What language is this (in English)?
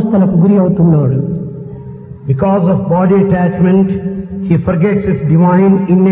Telugu